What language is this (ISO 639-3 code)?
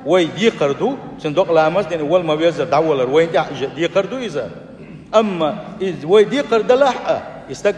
che